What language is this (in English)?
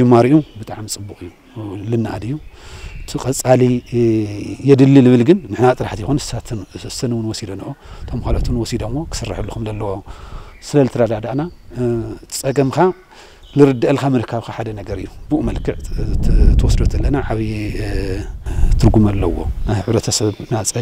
Tigrinya